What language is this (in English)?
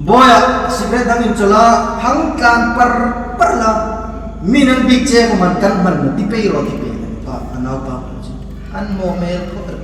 Hmar